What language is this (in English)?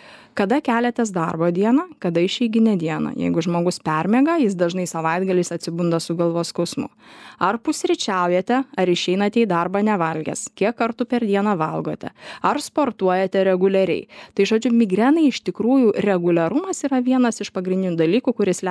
Lithuanian